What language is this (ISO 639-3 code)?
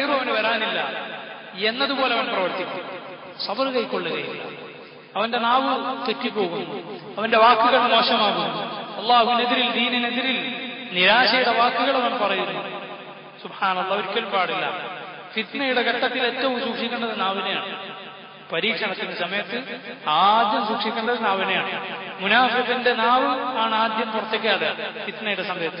mal